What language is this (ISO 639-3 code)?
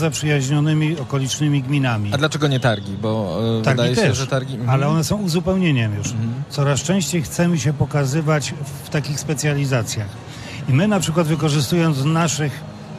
pol